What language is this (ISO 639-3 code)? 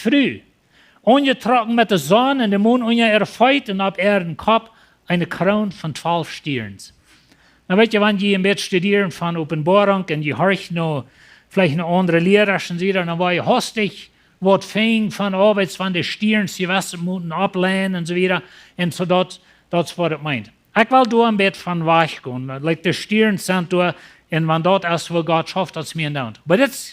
pdt